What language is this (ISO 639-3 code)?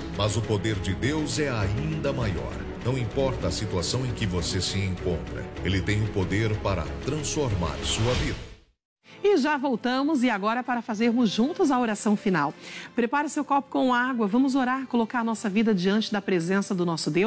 por